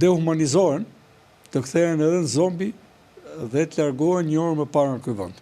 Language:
Albanian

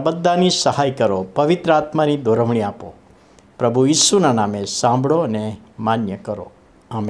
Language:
Gujarati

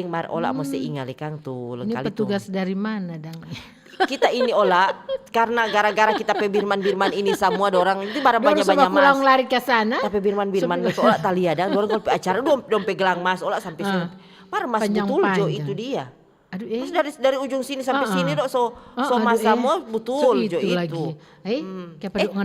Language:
Manado Malay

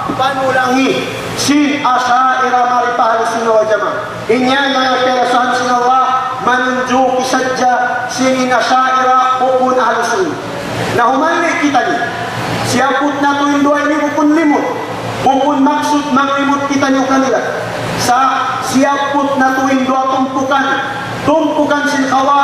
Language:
Tausug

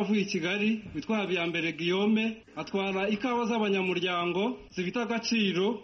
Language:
Kinyarwanda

